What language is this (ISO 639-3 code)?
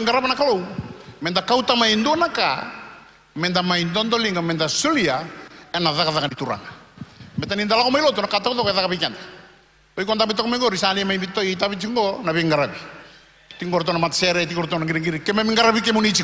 fij